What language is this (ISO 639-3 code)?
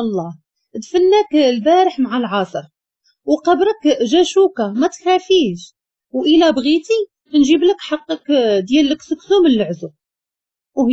ary